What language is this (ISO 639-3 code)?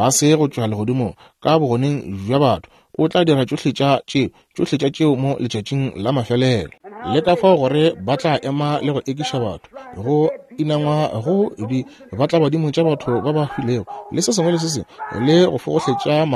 nso